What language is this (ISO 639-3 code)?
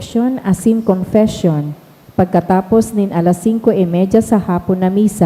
bik